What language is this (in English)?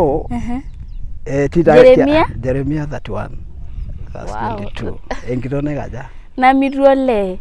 Masai